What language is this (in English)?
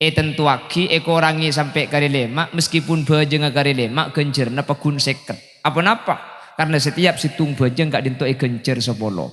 Madurese